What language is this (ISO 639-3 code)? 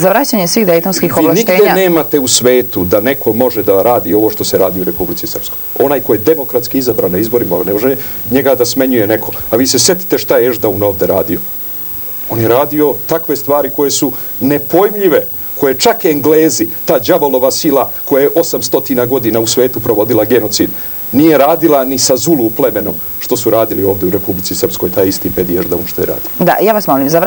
srp